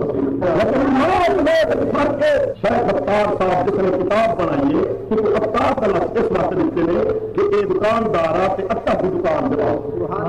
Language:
Saraiki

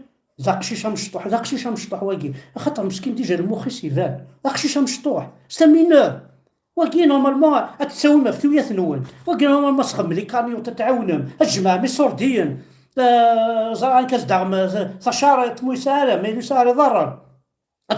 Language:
Kabyle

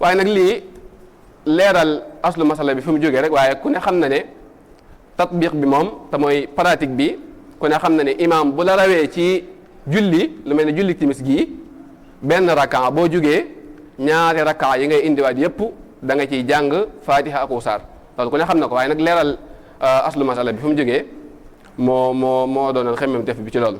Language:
Wolof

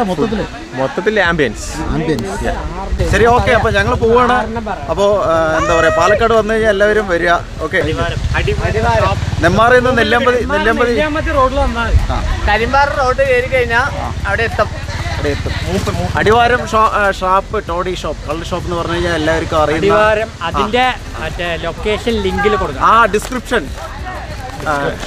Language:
Malayalam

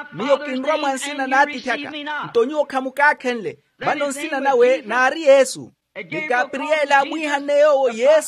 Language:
Makhuwa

